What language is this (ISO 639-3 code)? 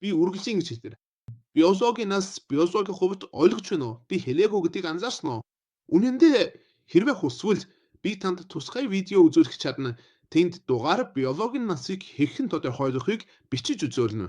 mon